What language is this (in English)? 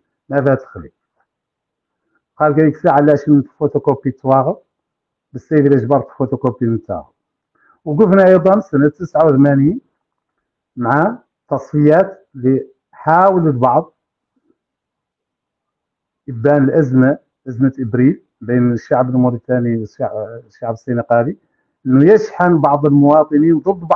Hassaniyya